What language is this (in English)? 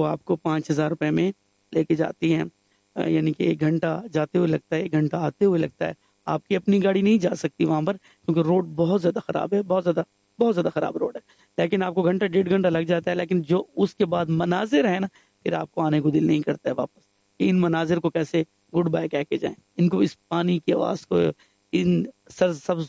Urdu